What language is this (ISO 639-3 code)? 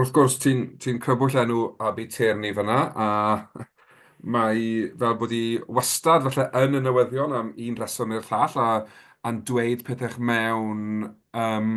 cym